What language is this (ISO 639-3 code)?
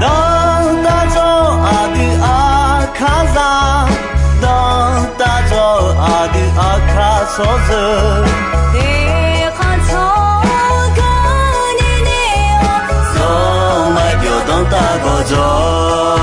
ahk